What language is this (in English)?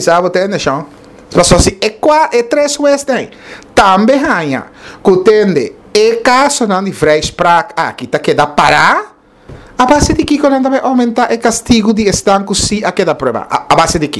Papiamento